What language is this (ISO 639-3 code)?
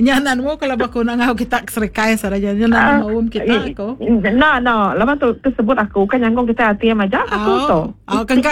iba